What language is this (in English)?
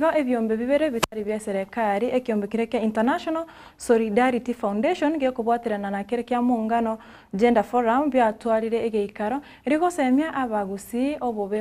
Gusii